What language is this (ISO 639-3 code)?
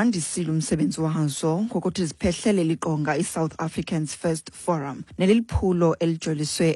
xho